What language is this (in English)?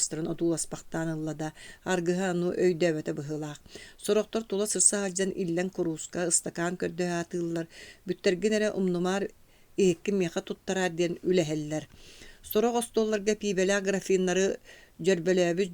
Yakut